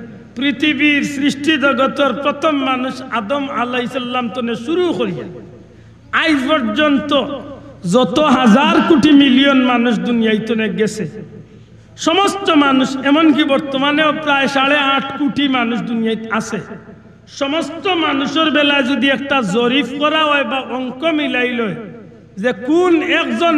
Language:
Sylheti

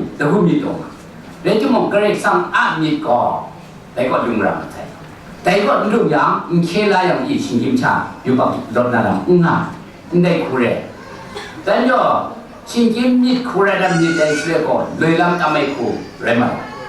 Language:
Kachin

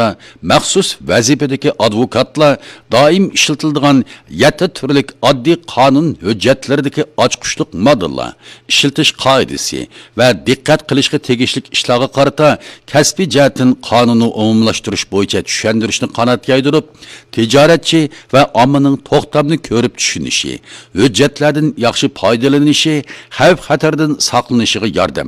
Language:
Uyghur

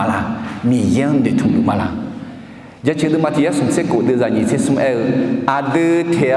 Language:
Akha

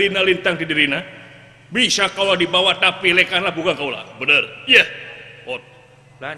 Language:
Sundanese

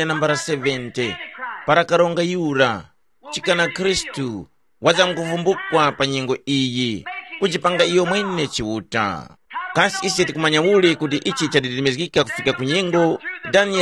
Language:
Tumbuka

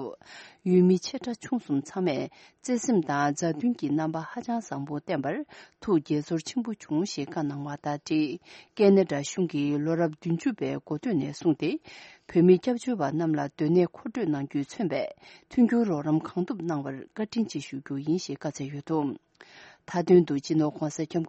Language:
Tibetan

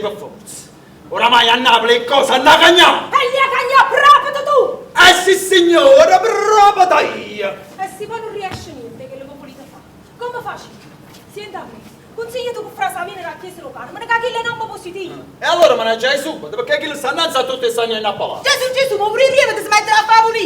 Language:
Neapolitan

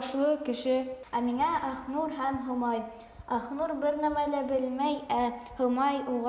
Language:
Bashkir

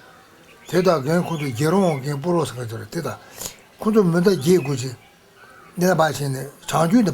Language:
Tibetan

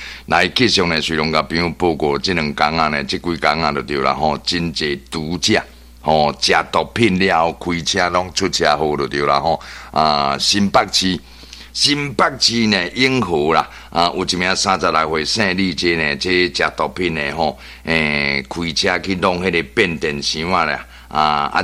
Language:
Min Nan Chinese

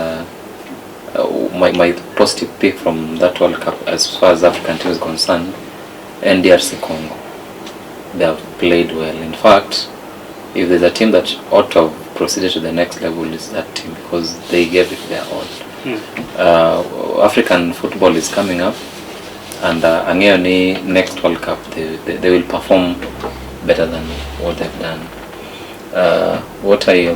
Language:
Luo (Kenya and Tanzania)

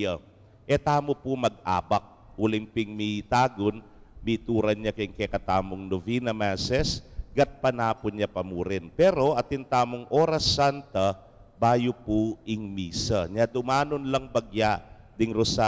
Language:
Pampanga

